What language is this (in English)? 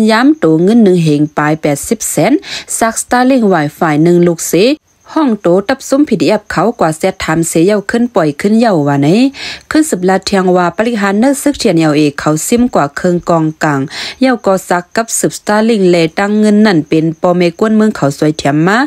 Shan